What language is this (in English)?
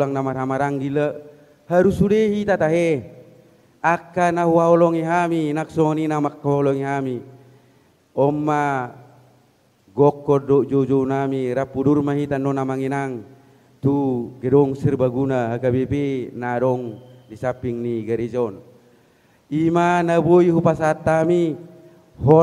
Batak Toba